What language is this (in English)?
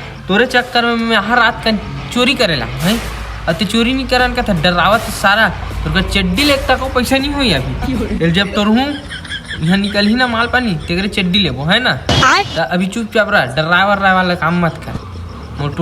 Chhattisgarhi